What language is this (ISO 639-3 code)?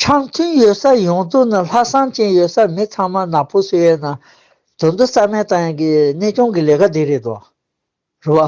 bod